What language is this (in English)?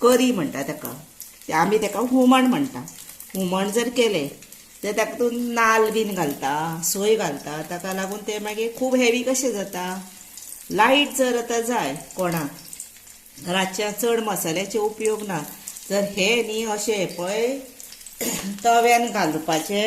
Konkani